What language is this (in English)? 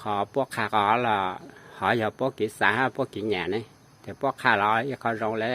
Hmong